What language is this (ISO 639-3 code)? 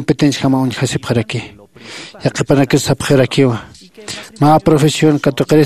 aym